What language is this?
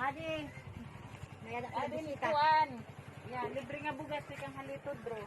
Waray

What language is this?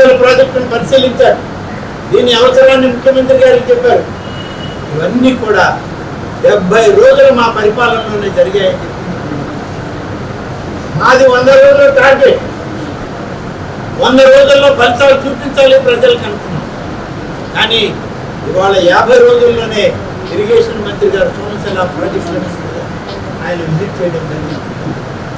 Telugu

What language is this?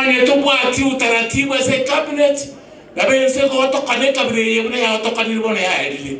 Gusii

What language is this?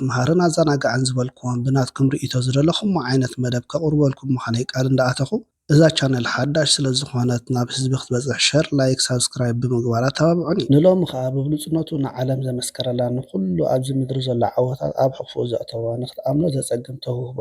Tigrinya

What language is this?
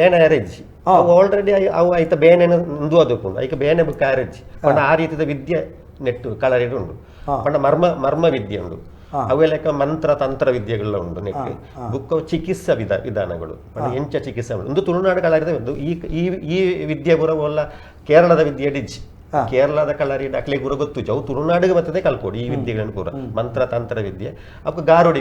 Tulu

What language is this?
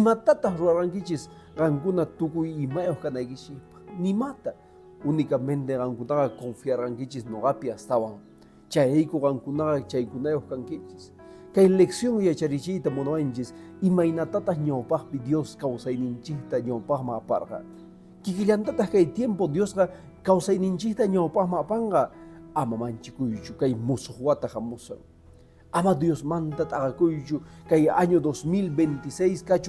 Quechua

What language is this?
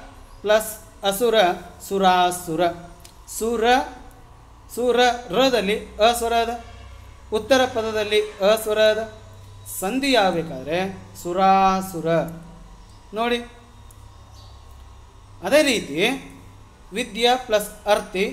Kannada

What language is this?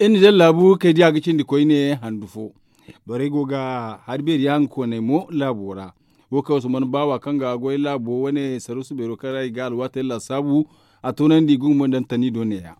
Zarma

